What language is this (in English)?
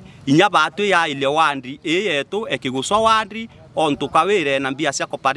Meru